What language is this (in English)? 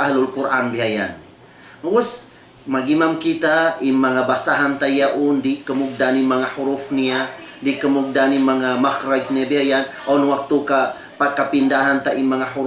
Tausug